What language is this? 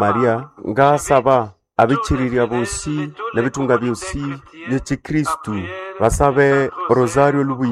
Nande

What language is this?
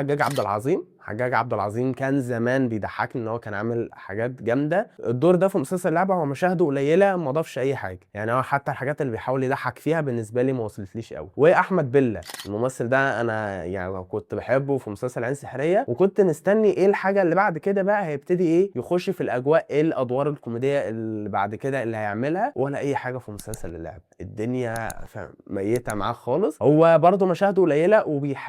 Egyptian Arabic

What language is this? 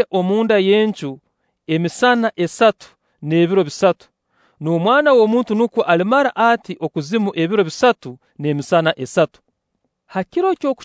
Nyoro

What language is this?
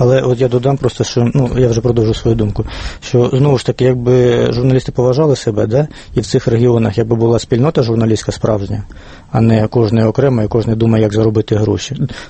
Ukrainian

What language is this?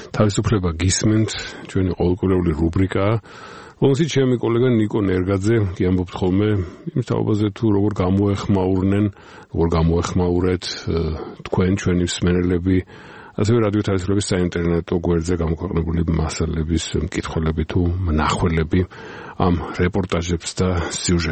Georgian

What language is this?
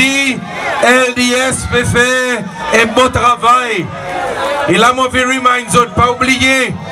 Seselwa Creole French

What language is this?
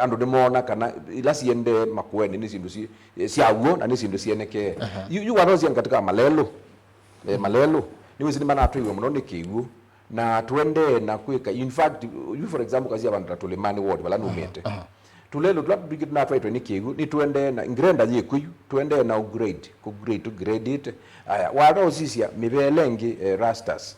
Kamba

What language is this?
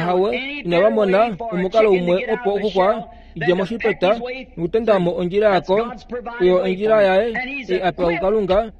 Kuanyama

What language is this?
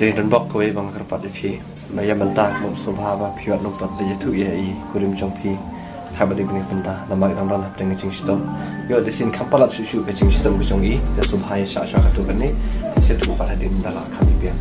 Khasi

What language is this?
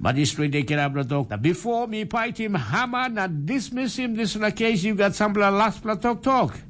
Tok Pisin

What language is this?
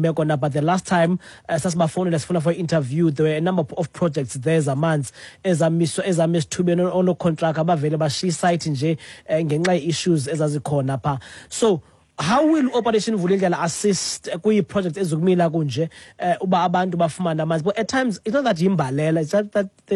Xhosa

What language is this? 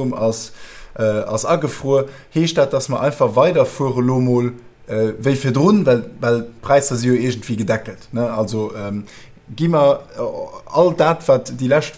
Luxembourgish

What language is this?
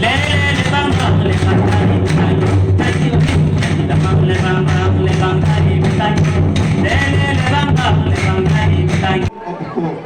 Kok Borok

